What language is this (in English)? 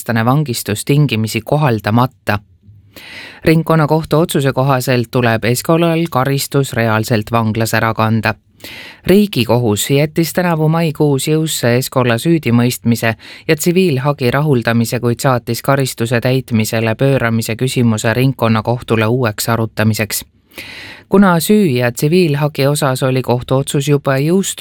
Estonian